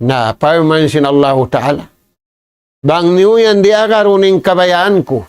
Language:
Tausug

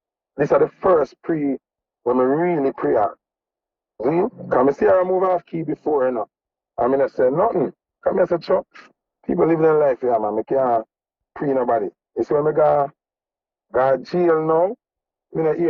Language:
Jamaican Creole English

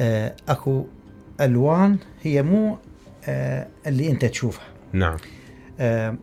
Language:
Mesopotamian Arabic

